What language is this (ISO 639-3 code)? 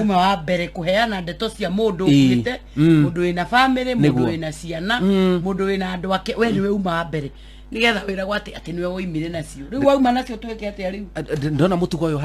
kik